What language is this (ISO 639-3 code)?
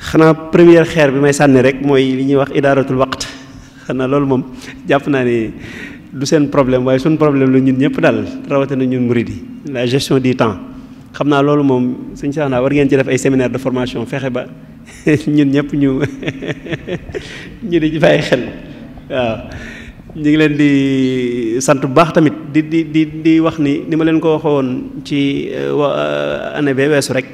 wol